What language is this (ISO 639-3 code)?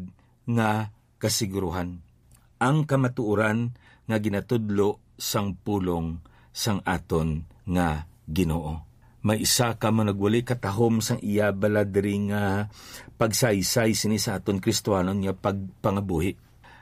hil